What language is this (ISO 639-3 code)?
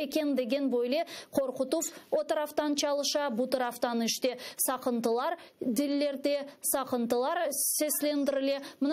crh